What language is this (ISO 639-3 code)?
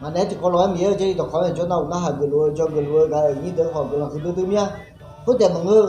ahk